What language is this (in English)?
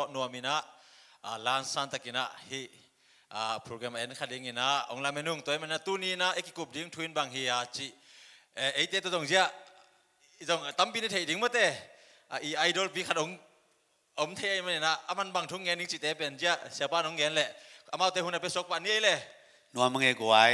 Tedim Chin